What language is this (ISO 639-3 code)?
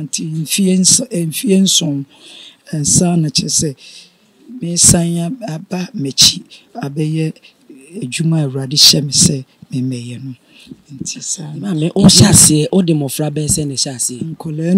aka